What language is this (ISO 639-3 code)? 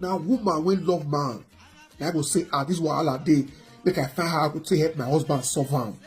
pcm